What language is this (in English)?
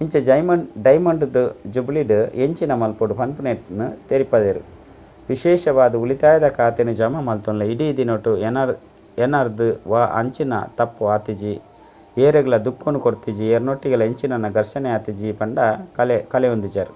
Tulu